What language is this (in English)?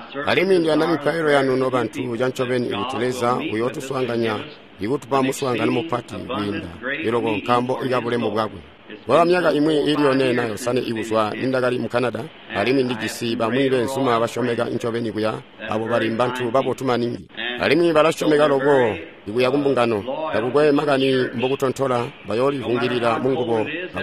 Tonga (Zambia)